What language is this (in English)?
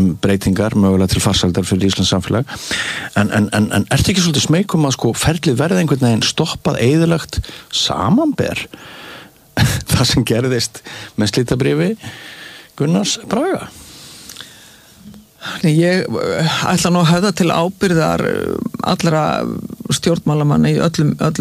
Icelandic